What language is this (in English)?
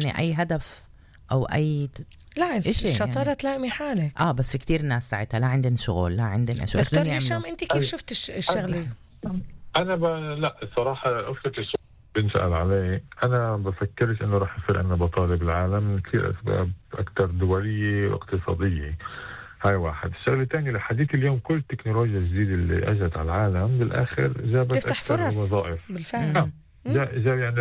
North Levantine Arabic